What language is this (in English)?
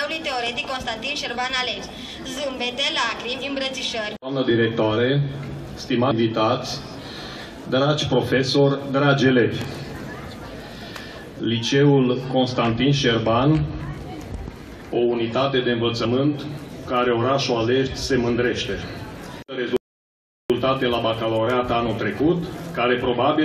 Romanian